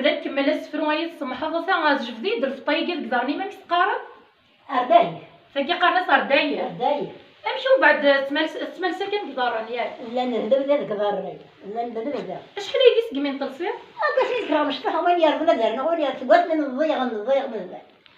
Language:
Kabyle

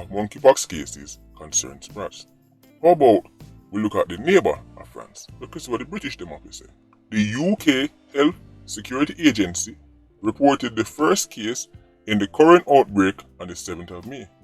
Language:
Jamaican Creole English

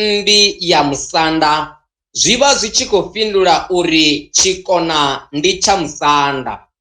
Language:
Venda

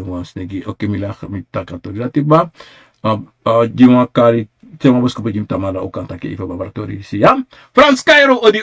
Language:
Sranan Tongo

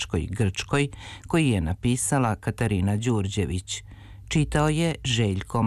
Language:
Serbian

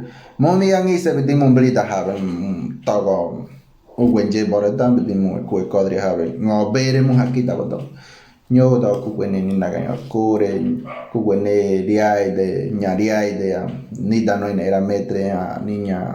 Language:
Ngäbere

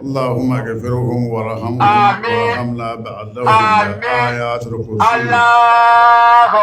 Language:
Dagbani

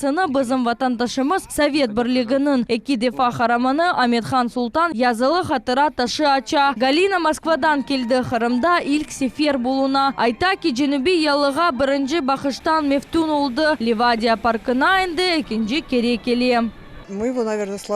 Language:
Crimean Tatar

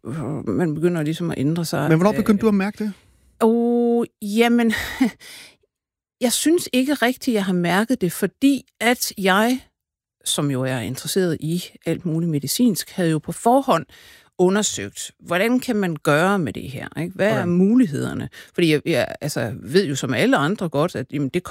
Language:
Danish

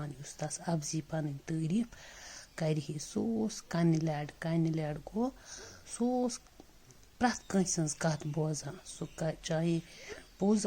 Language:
Kashmiri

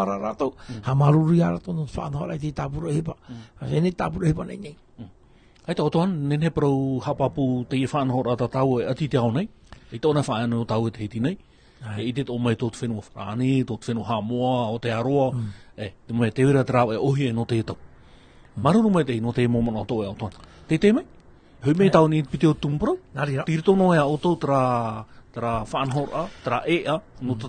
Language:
Tahitian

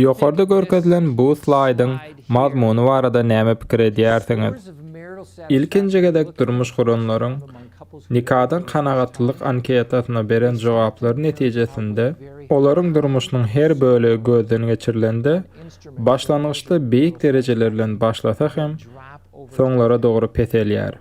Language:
Turkmen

